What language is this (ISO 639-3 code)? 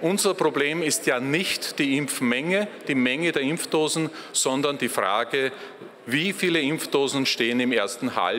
deu